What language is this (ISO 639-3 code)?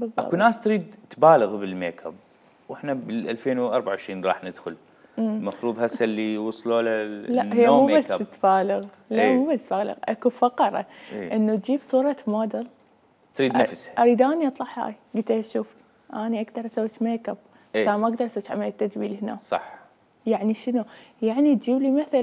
acm